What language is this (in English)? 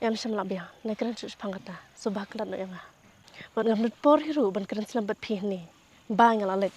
Khasi